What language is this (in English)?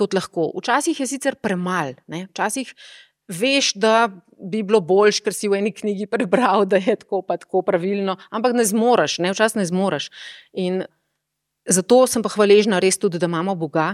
Slovenian